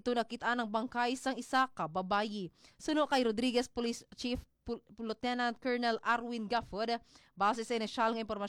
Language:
Hiligaynon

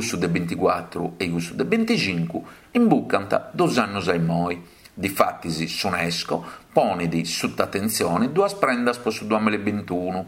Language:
Sardinian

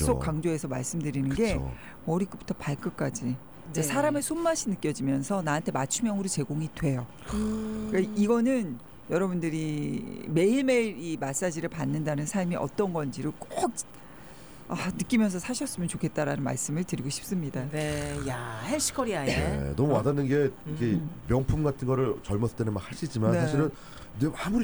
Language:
Korean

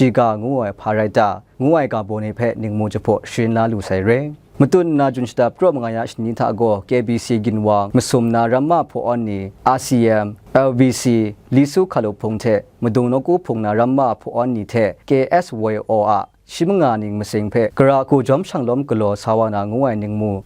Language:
Kachin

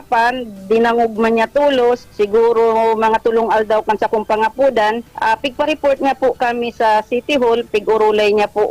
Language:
Bikol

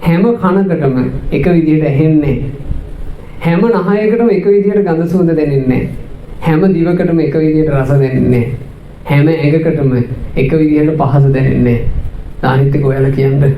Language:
Sinhala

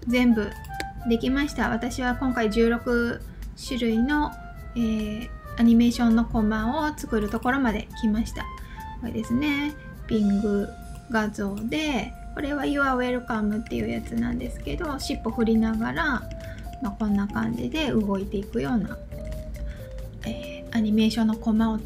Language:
Japanese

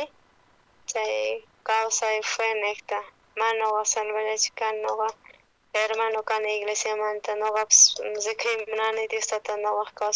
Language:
South Bolivian Quechua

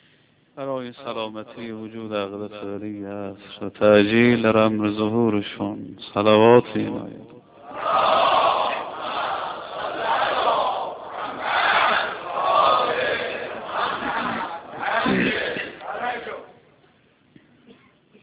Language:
Persian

